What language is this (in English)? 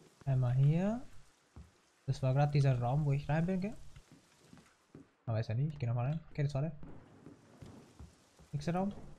German